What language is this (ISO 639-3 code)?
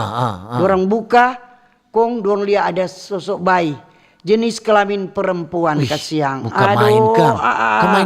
xmm